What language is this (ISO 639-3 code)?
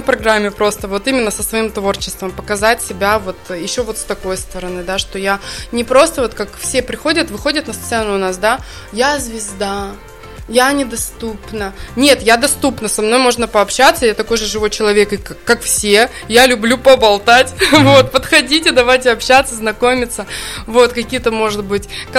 rus